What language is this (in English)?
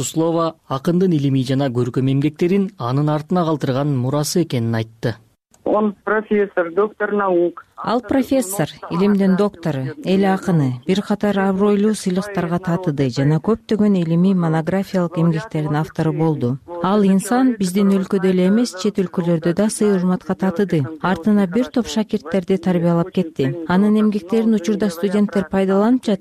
Kyrgyz